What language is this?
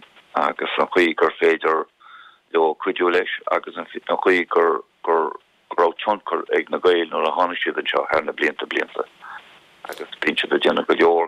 Irish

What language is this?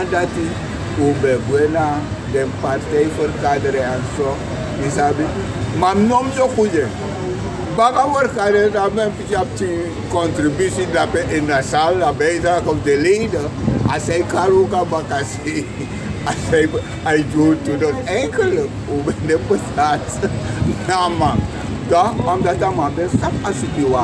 Sranan Tongo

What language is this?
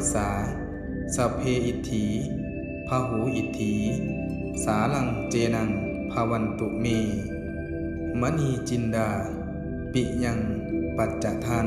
Pali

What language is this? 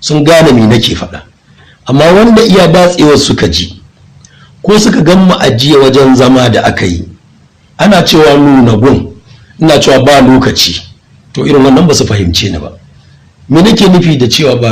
Hausa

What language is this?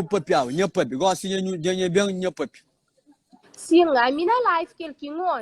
Kabuverdianu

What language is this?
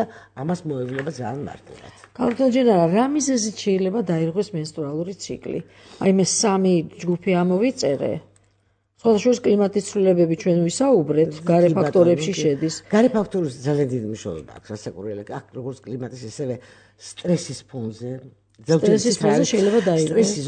Georgian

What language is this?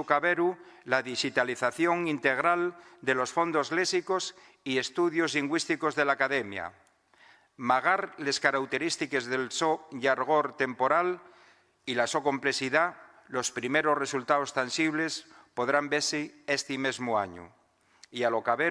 Asturian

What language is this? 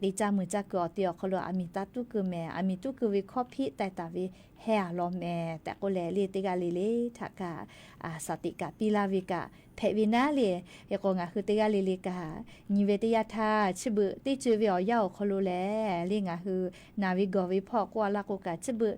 Lahu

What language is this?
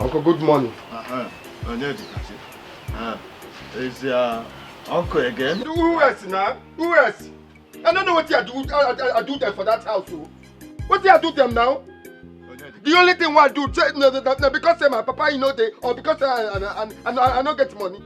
Nigerian Pidgin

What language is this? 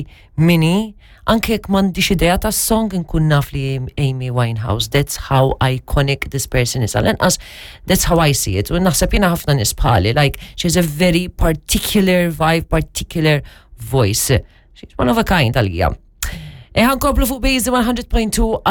Maltese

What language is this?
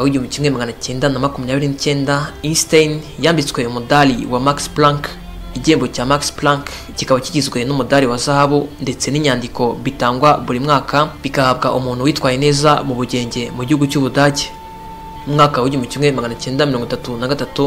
Kinyarwanda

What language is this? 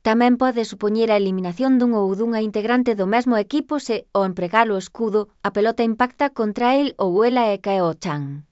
Galician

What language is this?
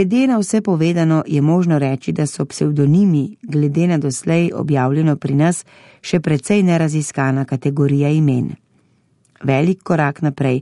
Slovenian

